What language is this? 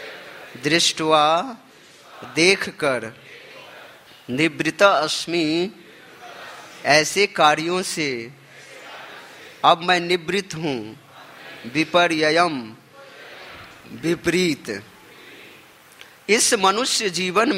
Hindi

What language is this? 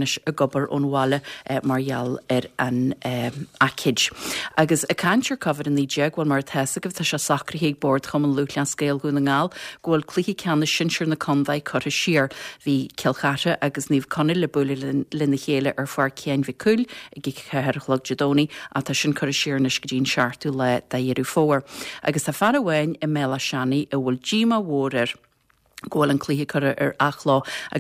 Irish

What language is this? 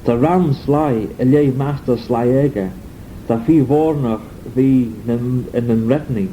Manx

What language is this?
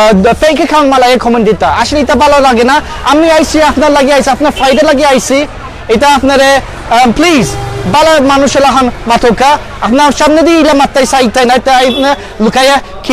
Sylheti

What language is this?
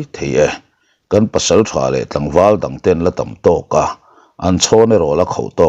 Mizo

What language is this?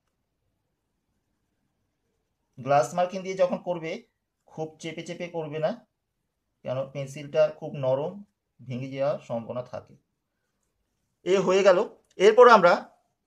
Bangla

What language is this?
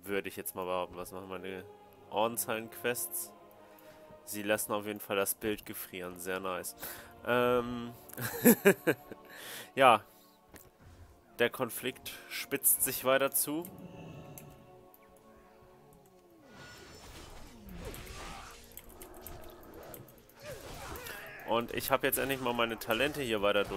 German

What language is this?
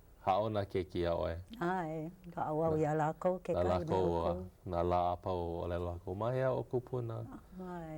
Hawaiian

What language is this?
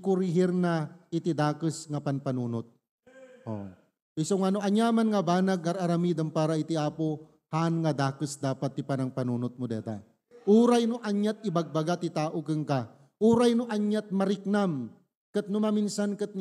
Iloko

